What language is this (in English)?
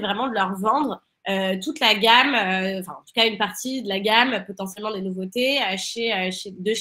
French